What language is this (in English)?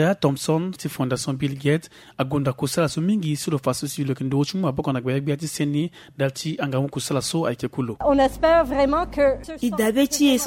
Sango